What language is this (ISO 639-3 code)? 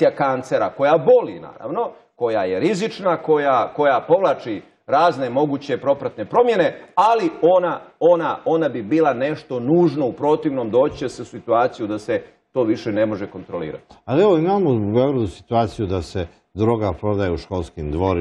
bos